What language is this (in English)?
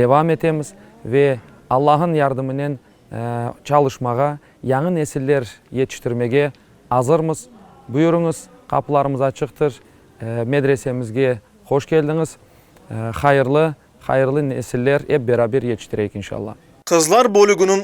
Crimean Tatar